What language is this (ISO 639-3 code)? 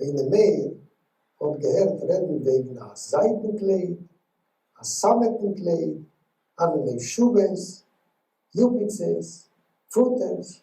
yid